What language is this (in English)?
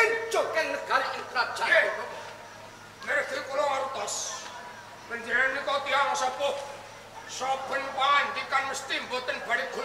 Javanese